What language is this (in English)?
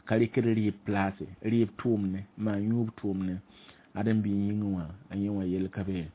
Mossi